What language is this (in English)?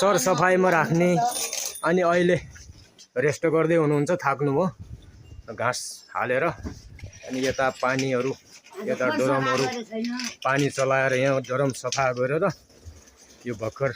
Nepali